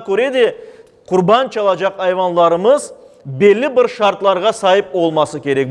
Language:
Crimean Tatar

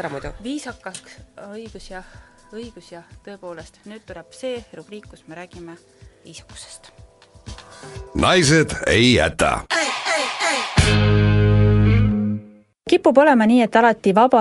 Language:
Estonian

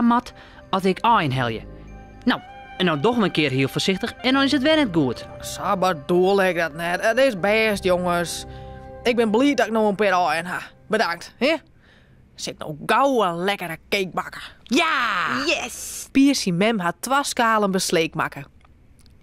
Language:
Western Frisian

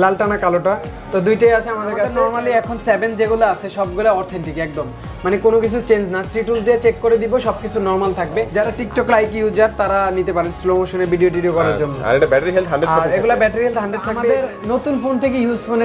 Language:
Bangla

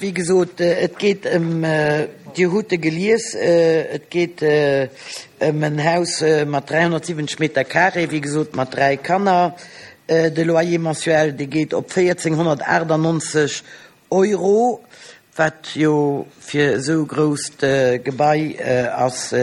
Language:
Luxembourgish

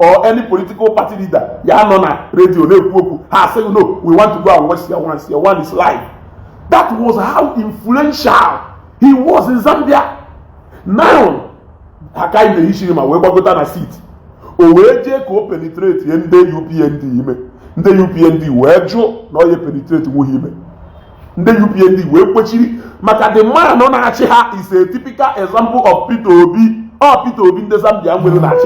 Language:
Igbo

